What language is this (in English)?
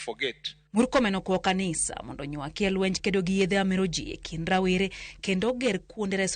Luo (Kenya and Tanzania)